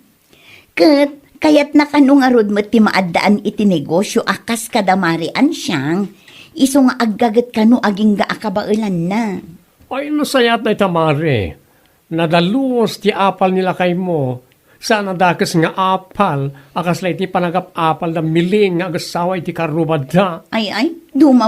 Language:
Iloko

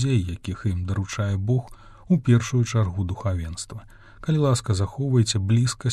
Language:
Belarusian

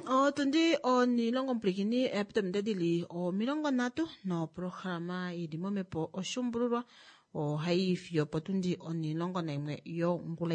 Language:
Kuanyama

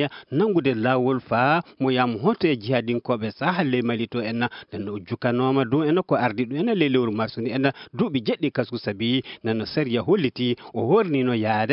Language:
Fula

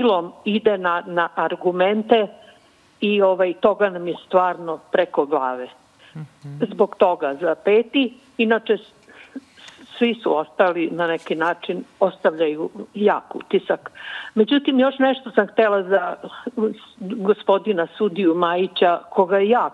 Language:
Serbian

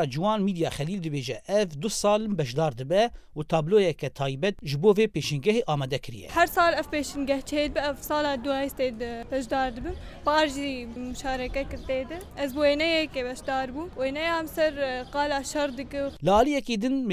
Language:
Kurdish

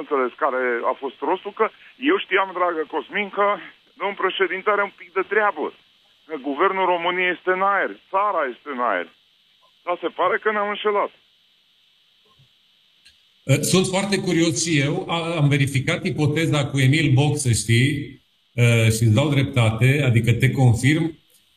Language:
Romanian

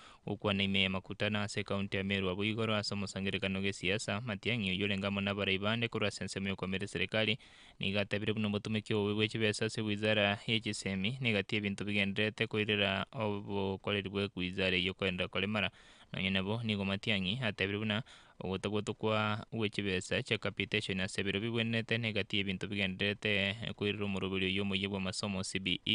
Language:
Gusii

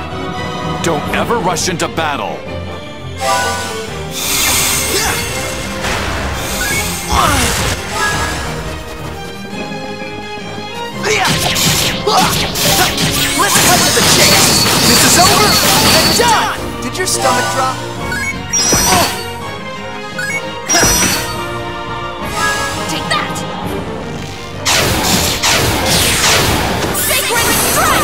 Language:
English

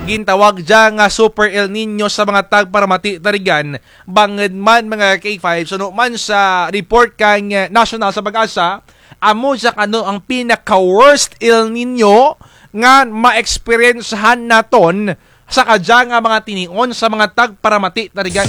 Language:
Kinaray-a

